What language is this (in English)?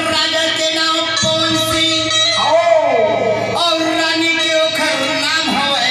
Chhattisgarhi